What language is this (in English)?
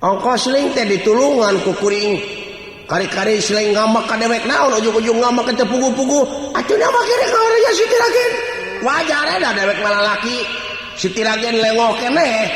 Sundanese